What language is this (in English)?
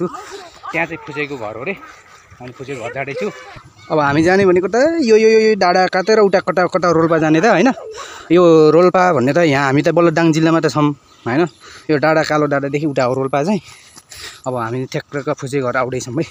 Nepali